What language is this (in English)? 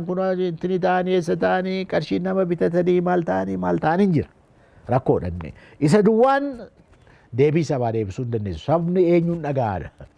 Oromo